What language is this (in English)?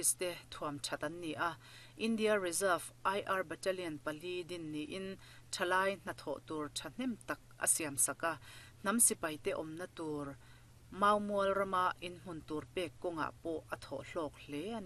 Mizo